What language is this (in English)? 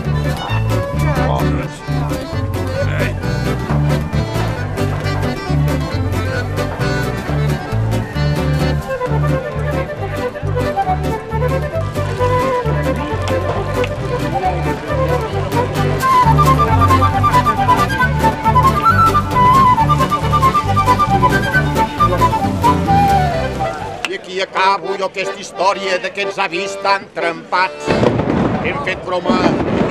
Catalan